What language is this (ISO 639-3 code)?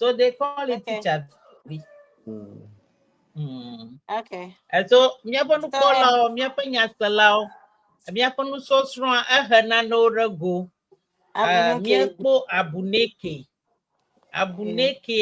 ewe